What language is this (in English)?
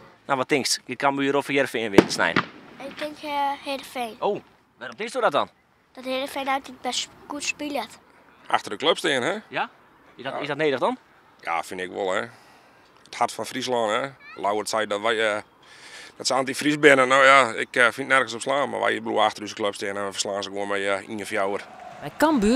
Western Frisian